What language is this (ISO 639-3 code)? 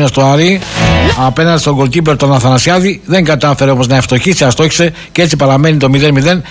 ell